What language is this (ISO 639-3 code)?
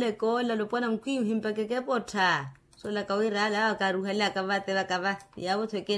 vmw